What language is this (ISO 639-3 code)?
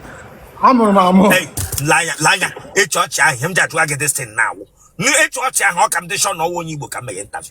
ibo